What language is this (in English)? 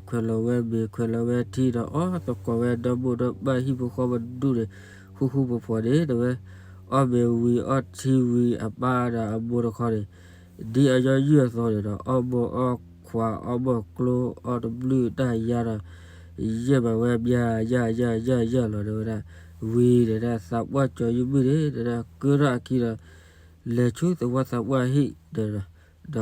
S'gaw Karen